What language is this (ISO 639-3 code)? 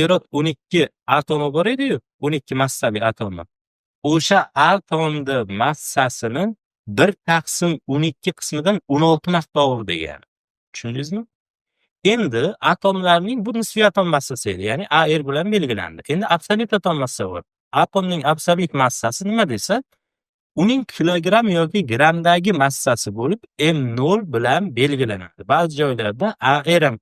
uzb